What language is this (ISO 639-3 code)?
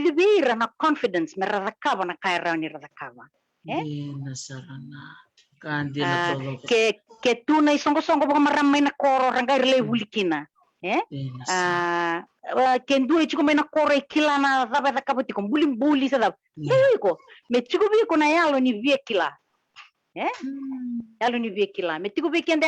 fij